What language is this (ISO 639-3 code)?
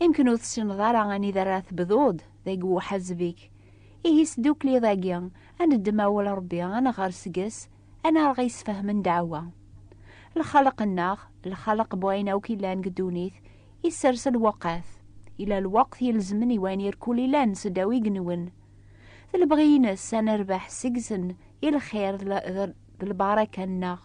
kab